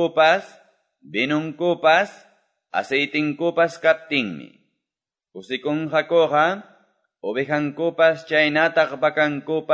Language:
Quechua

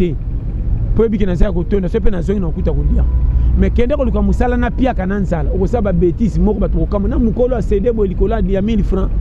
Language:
Lingala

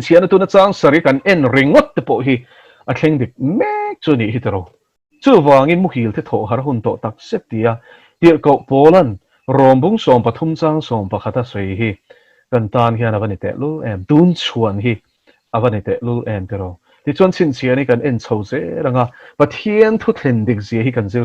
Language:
Mizo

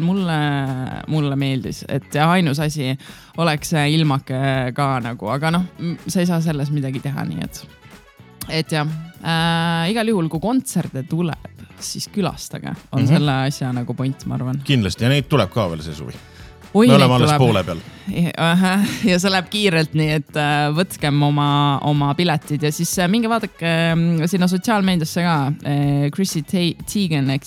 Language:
Estonian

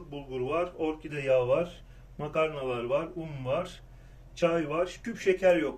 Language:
Turkish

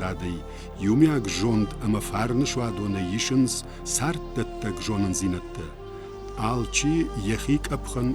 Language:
Ossetic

